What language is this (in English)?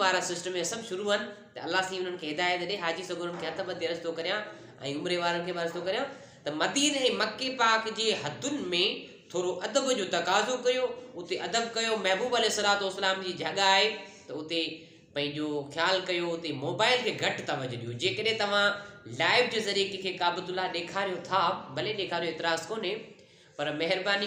Sindhi